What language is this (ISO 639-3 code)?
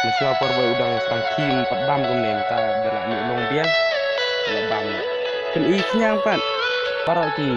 kha